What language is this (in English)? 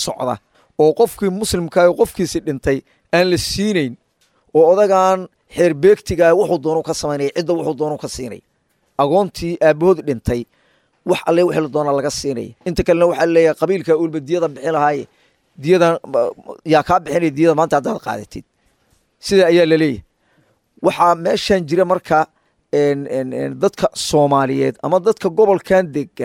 Somali